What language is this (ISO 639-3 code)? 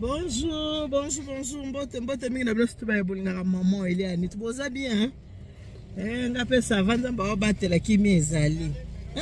lin